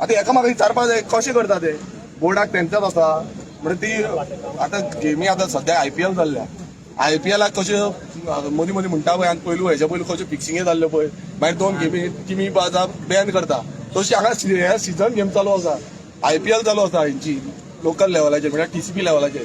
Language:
Konkani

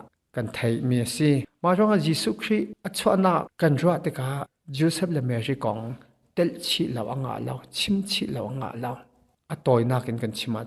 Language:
Hakha Chin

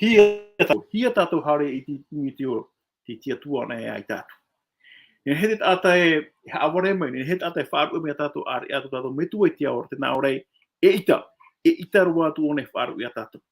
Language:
Tahitian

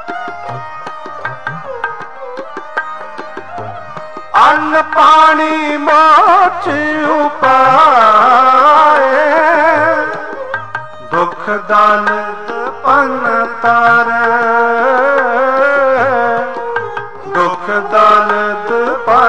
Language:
Punjabi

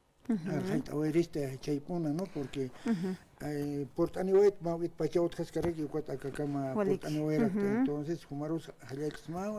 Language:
Aymara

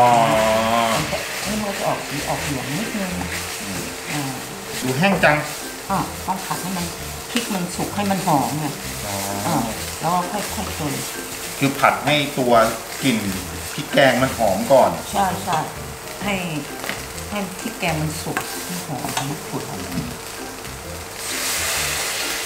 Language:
Thai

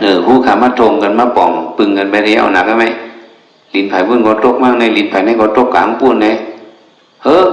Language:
Shan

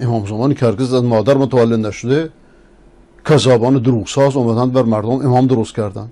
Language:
Persian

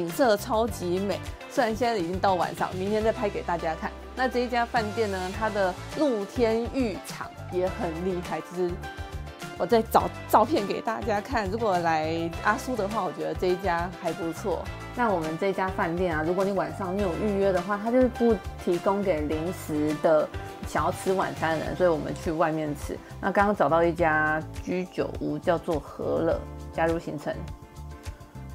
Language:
Chinese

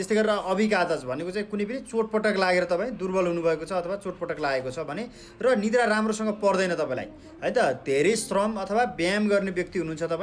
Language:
Nepali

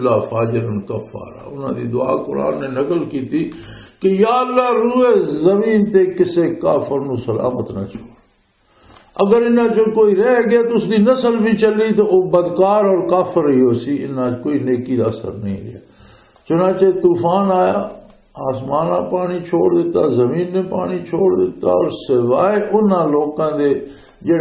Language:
Western Panjabi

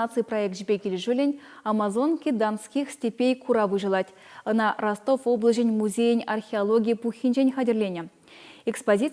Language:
Chuvash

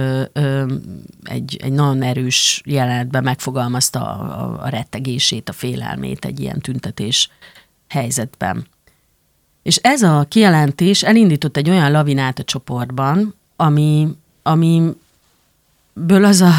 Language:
Hungarian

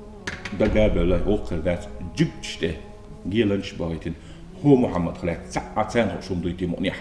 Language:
Chechen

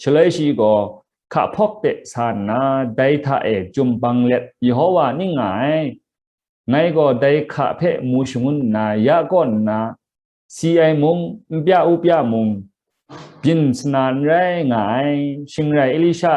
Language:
Kachin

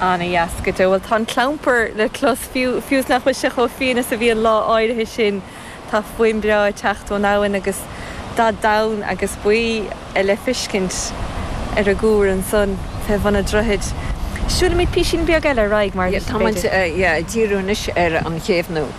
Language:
Irish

